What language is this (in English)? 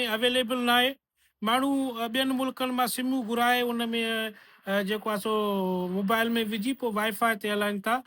Sindhi